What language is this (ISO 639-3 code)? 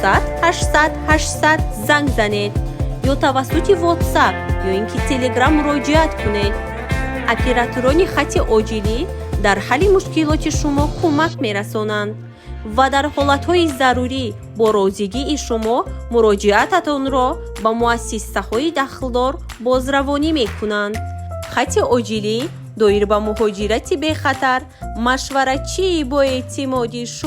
tgk